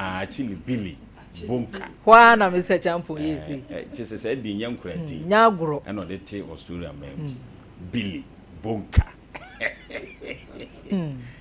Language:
Akan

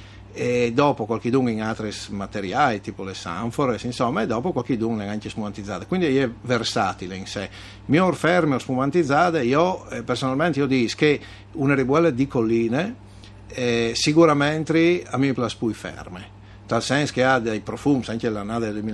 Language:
Friulian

